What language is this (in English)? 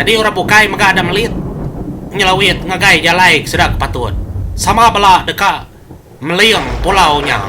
Iban